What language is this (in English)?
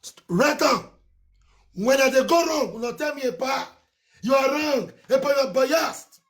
Nigerian Pidgin